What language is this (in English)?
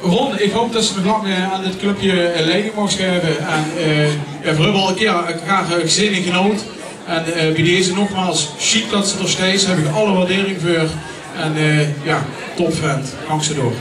Limburgish